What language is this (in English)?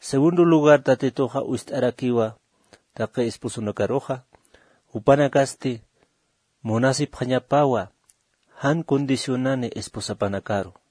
Aymara